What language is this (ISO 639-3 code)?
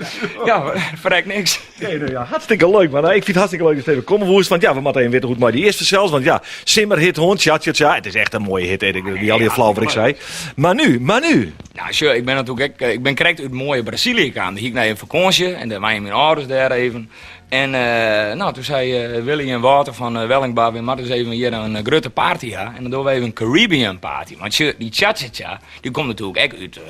fry